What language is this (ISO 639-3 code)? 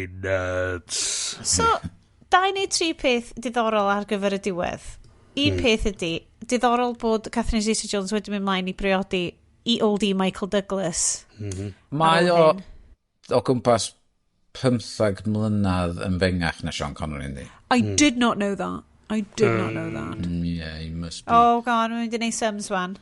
cym